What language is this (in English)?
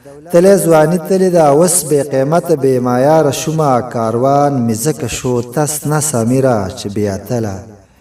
Pashto